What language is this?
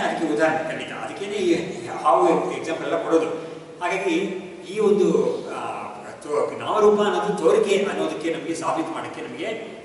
Kannada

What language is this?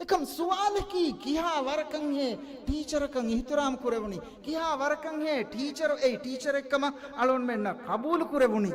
Divehi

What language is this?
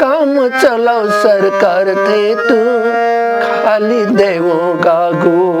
Newari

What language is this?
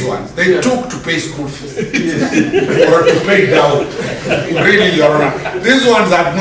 Kikuyu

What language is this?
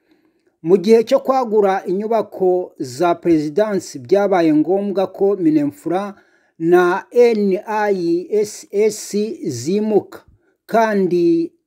Kinyarwanda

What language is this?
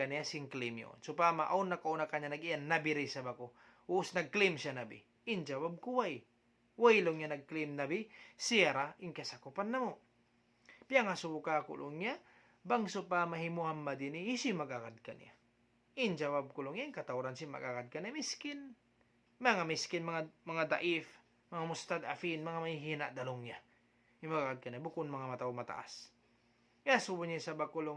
Tausug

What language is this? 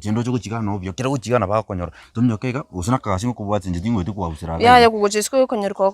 Gusii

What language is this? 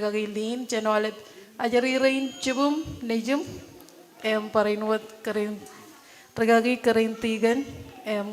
Marshallese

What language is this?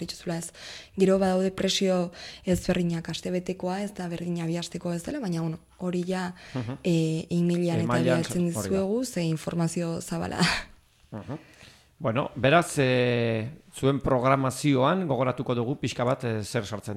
Basque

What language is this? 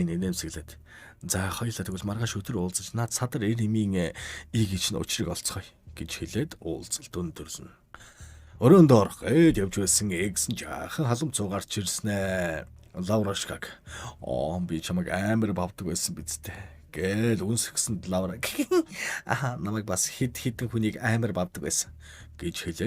Mongolian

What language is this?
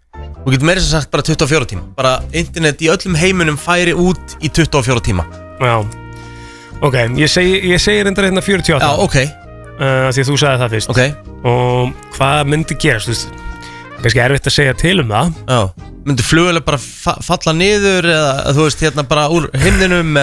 Icelandic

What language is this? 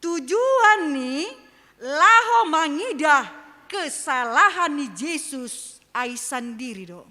Batak Simalungun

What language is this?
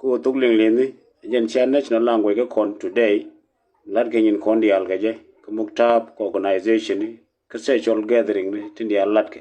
Nuer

